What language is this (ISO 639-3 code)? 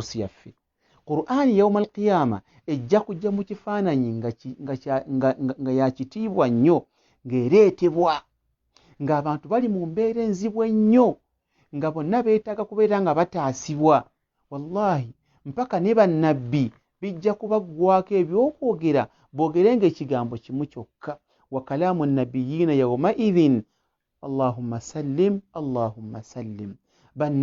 lug